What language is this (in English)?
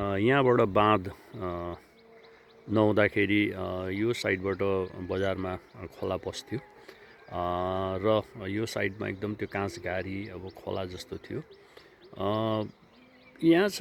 Nepali